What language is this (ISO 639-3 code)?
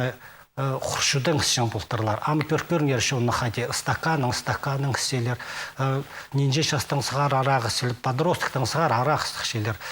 kjh